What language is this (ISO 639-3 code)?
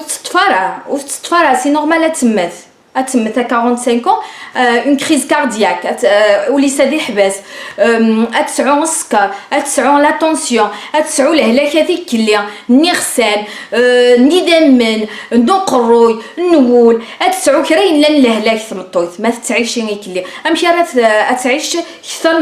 kab